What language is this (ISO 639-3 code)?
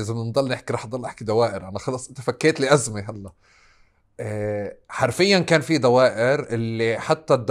apc